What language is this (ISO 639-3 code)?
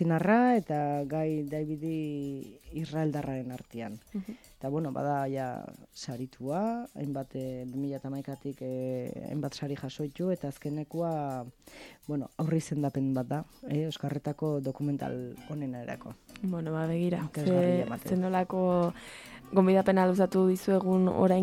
eus